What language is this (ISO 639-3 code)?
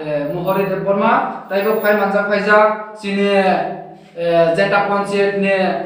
trp